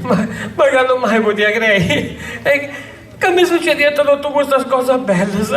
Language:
Sardinian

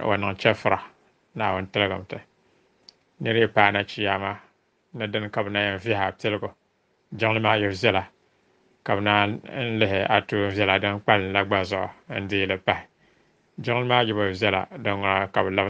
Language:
Dagbani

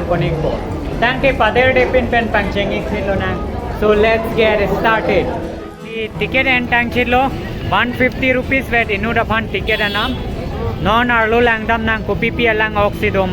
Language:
Karbi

